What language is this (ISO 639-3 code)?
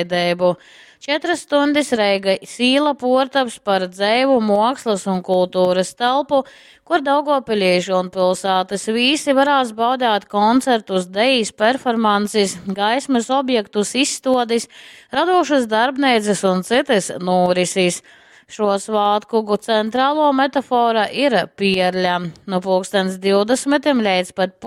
ltg